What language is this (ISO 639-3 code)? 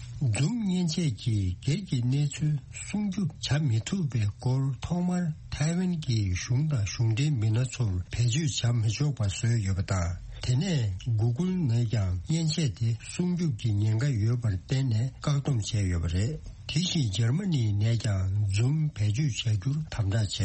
bod